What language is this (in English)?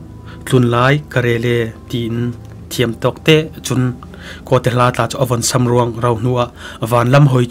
Falam Chin